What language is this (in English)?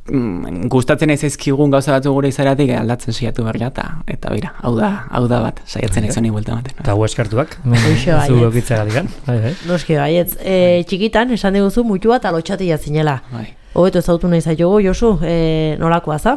Basque